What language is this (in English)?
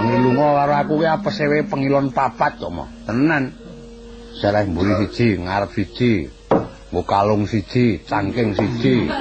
Javanese